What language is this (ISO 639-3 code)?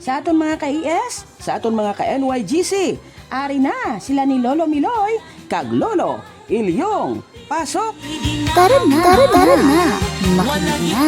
hil